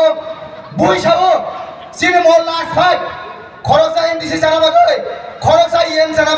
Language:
Kok Borok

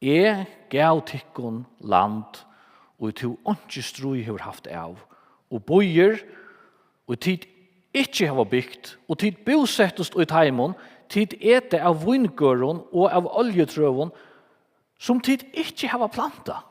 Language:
Faroese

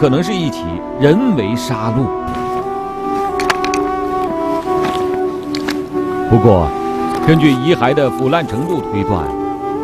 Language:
Chinese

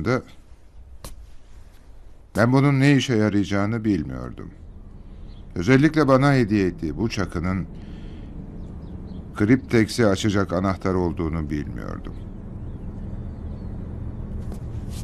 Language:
Turkish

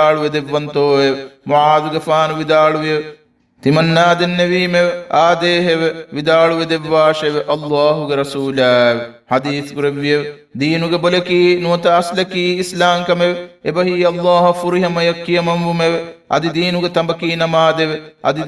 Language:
Divehi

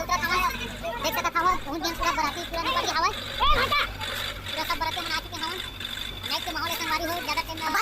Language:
Chhattisgarhi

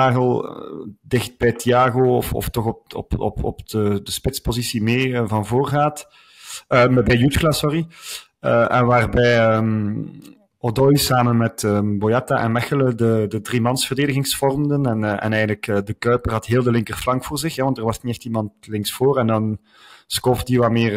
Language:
Dutch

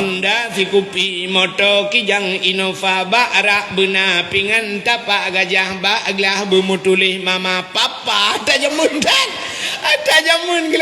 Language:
Achinese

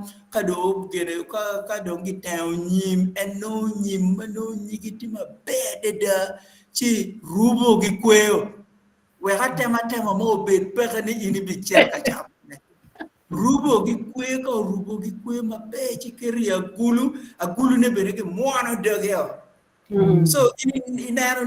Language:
Acoli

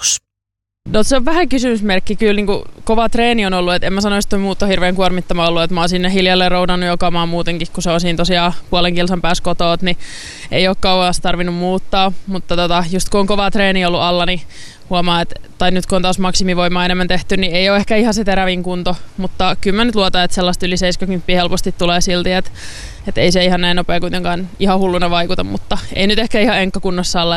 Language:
Finnish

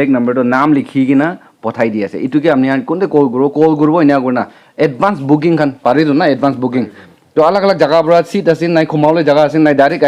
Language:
Naga Pidgin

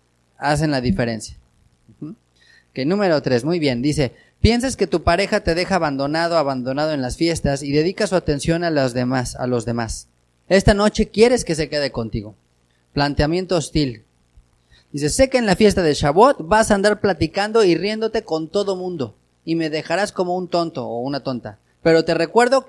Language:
Spanish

